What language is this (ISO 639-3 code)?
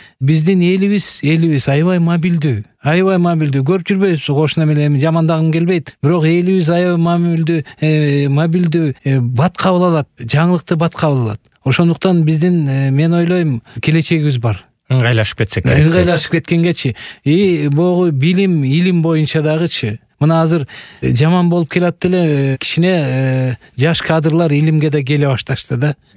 kir